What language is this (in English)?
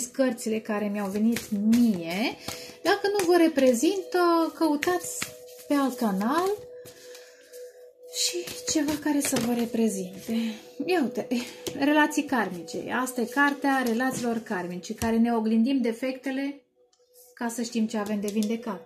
Romanian